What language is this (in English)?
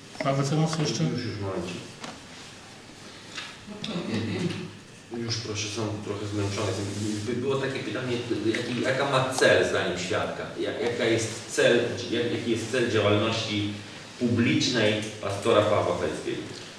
Polish